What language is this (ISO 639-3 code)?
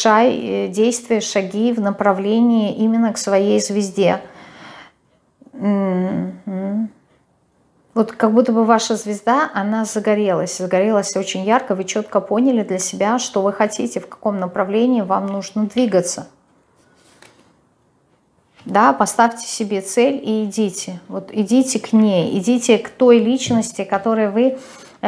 rus